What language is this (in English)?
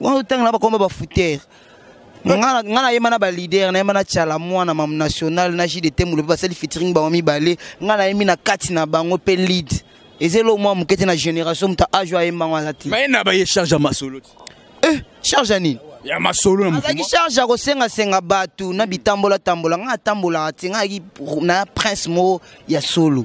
Lingala